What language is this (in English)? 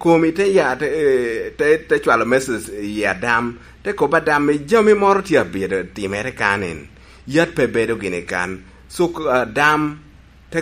Lango (Uganda)